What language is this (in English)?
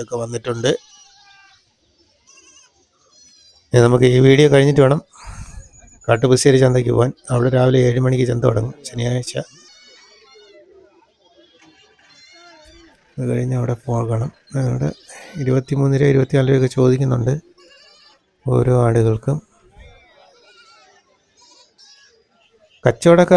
Malayalam